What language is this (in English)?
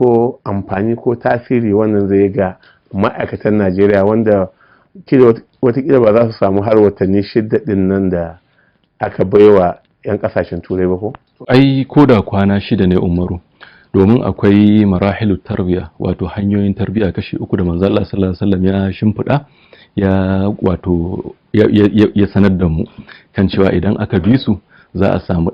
Hausa